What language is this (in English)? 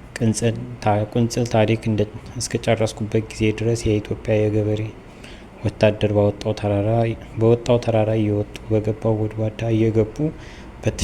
Amharic